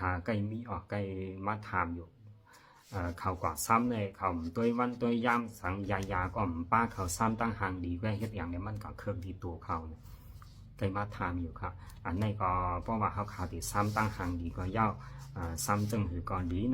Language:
Shan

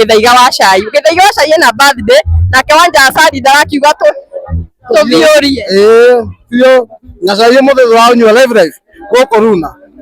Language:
Kikuyu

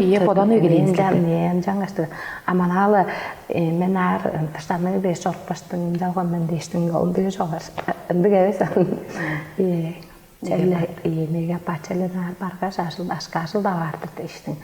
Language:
Tuvinian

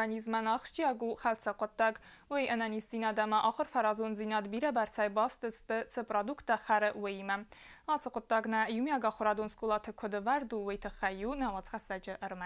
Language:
Ossetic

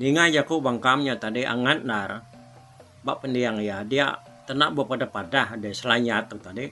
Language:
Iban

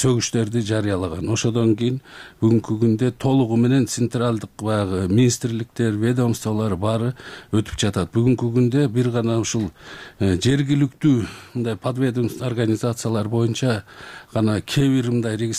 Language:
Kyrgyz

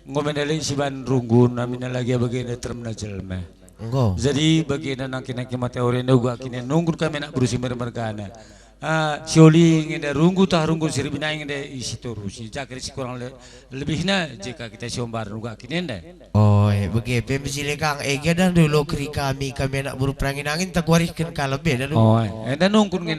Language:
Batak Karo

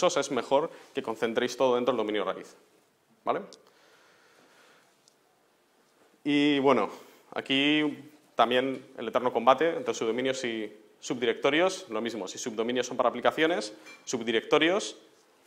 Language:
Spanish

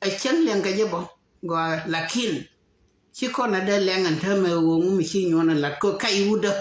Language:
Nuer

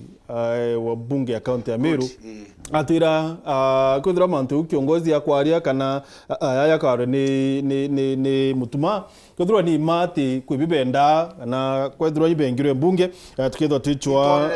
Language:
Meru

